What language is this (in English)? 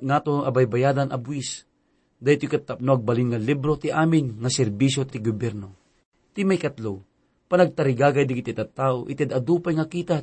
Iloko